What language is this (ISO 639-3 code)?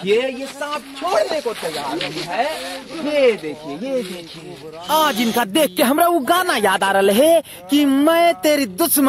mag